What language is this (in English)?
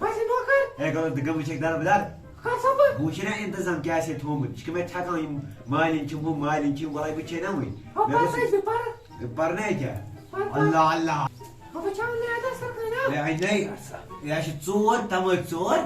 Kashmiri